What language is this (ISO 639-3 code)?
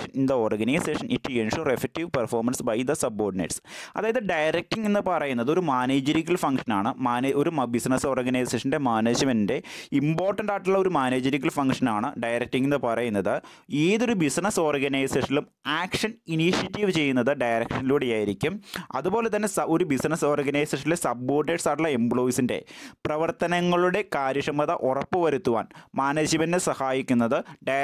mal